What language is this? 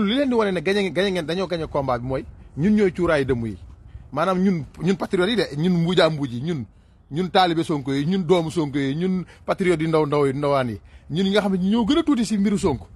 Wolof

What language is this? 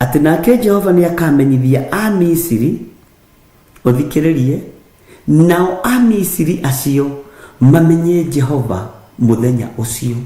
Kikuyu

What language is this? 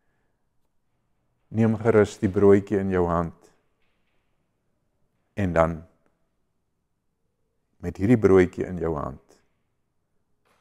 Afrikaans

